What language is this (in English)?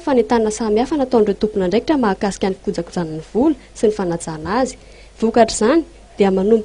Malagasy